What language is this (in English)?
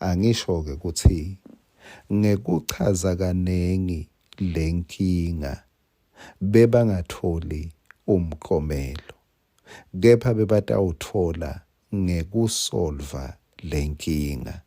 Swati